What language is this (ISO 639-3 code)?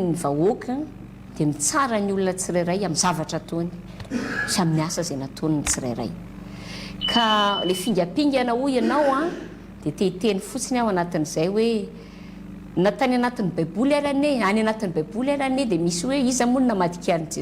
mlg